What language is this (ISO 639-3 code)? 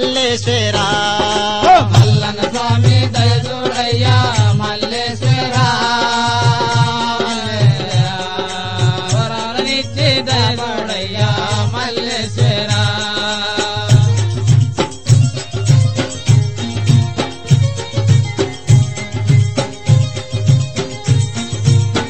tel